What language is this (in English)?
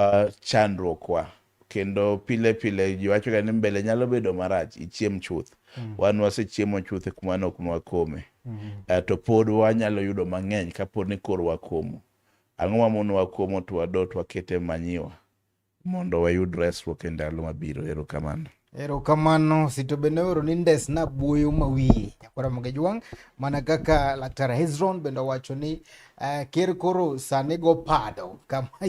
Luo (Kenya and Tanzania)